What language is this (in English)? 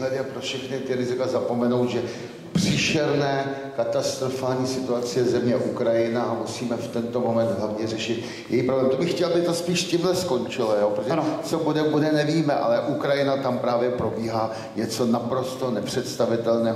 Czech